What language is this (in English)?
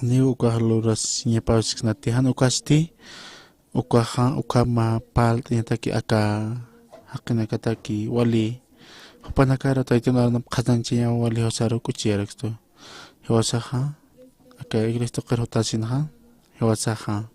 Aymara